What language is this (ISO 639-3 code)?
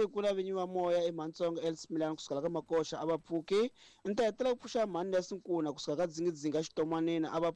tso